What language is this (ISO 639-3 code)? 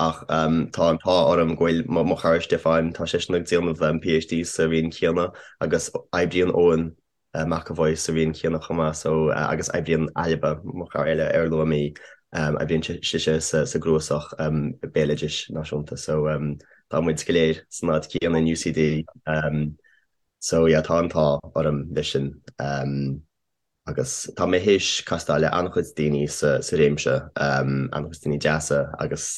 gle